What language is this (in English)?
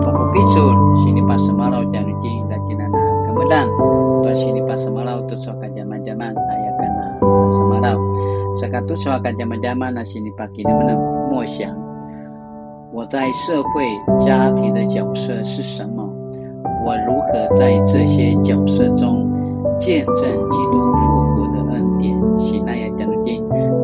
Paiwan